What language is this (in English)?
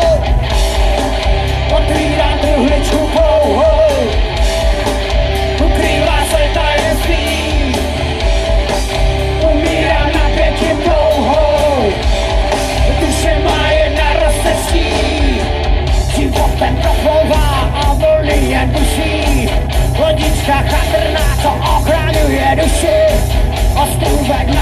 Czech